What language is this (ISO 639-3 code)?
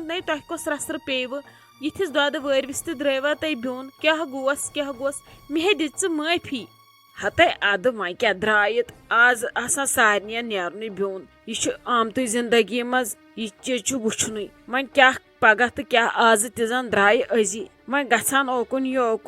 kas